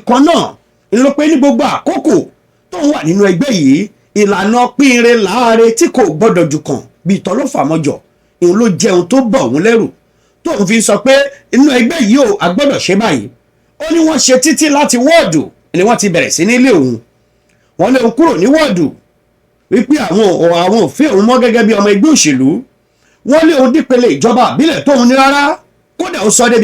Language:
Yoruba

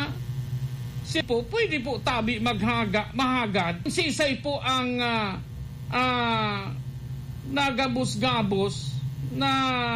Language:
Bikol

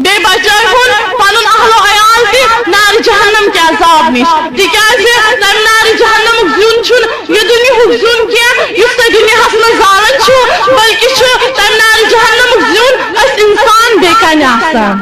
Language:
Kashmiri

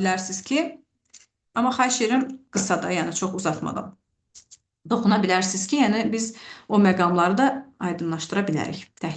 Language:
Azerbaijani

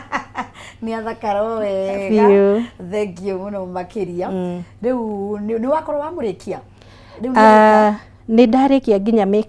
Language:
Kikuyu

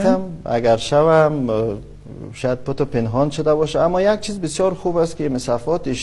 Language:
Persian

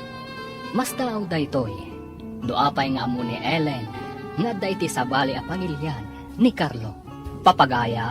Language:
Iloko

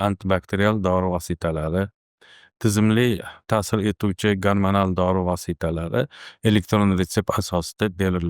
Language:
Uzbek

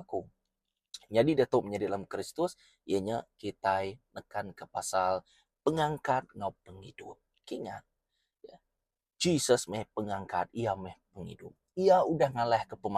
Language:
Iban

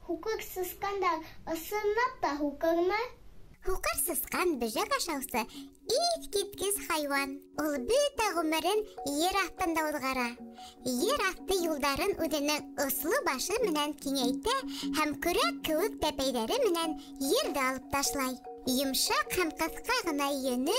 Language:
Bashkir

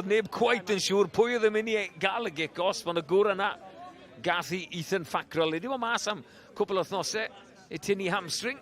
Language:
Welsh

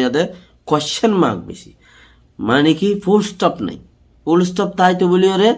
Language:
Rohingya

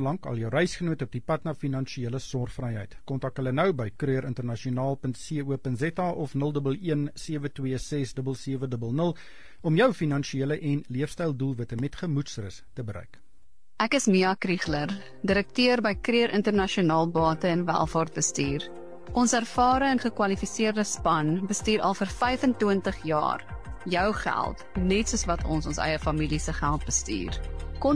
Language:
Afrikaans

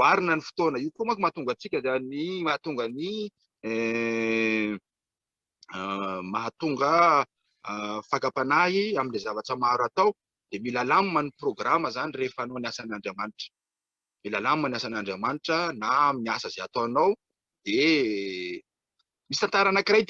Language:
Malagasy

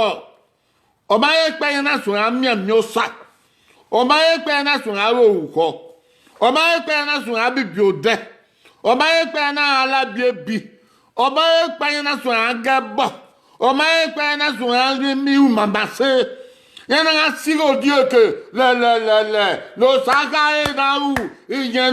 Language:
Bini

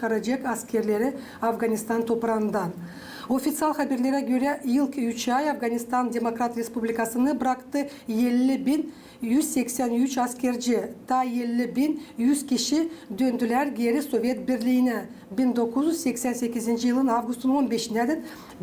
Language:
Gagauz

